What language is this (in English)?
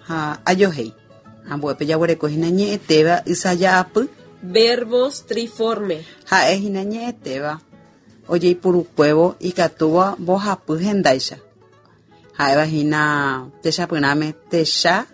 Guarani